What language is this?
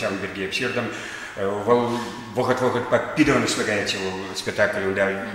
Chuvash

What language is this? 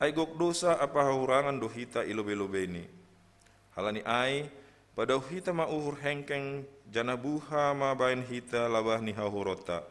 Batak Simalungun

